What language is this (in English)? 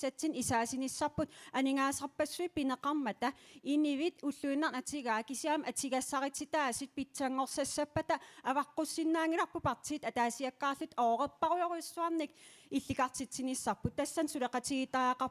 Kalaallisut